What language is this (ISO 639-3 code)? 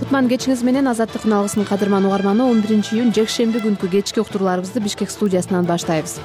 kir